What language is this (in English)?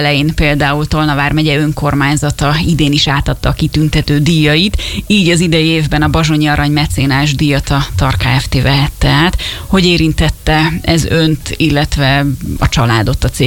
Hungarian